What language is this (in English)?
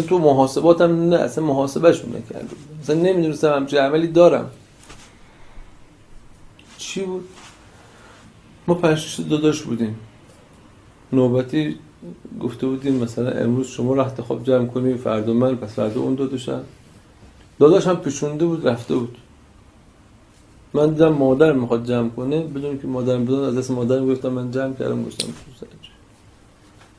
Persian